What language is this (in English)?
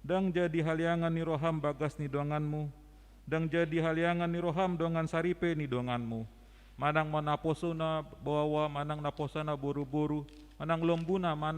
Batak Toba